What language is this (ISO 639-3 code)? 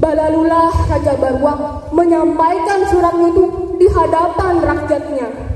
bjn